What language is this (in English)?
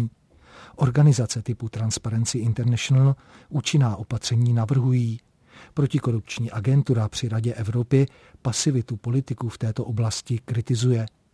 Czech